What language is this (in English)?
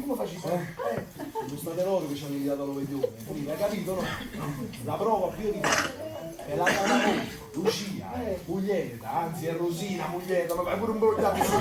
Neapolitan